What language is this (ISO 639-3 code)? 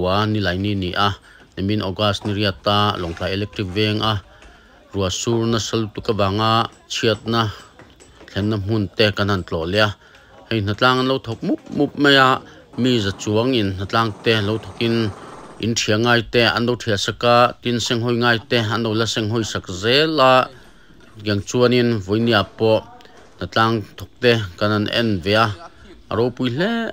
lus